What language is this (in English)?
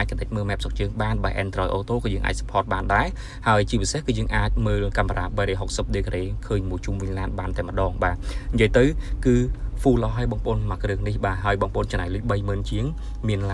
Khmer